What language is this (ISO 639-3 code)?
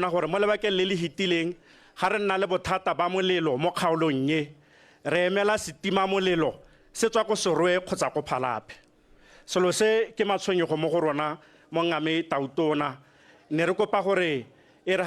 tsn